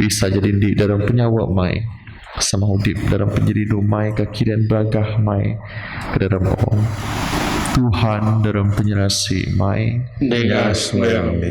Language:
Biatah Bidayuh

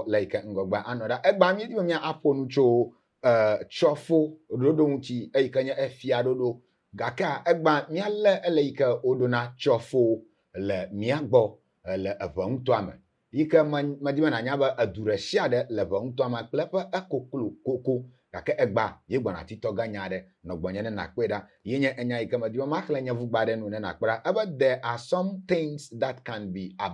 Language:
Ewe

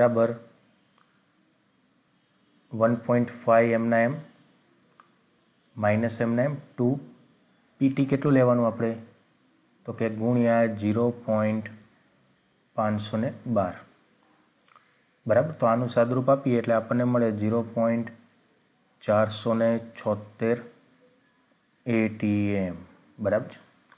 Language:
Gujarati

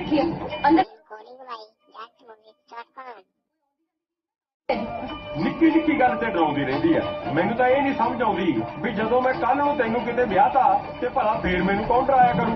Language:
Punjabi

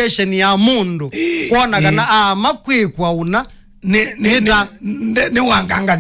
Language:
Kamba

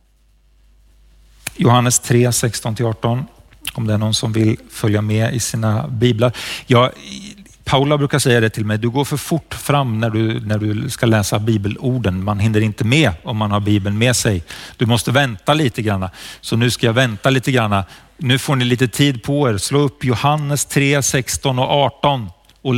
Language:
Swedish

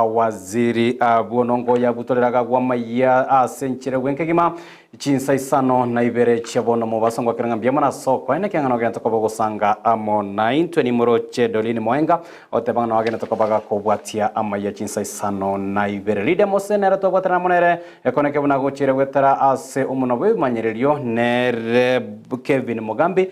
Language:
Gusii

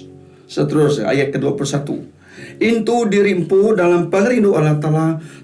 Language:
Iban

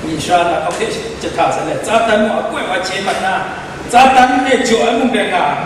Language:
Kachin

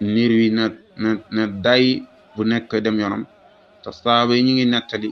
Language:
Wolof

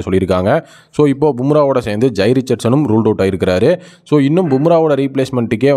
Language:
Tamil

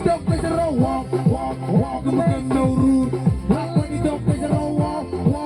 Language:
Marshallese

